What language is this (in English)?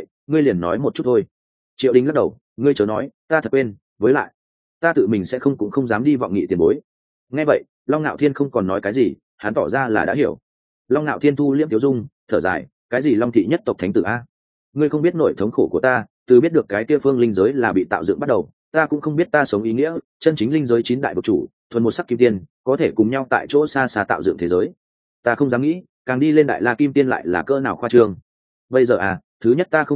Vietnamese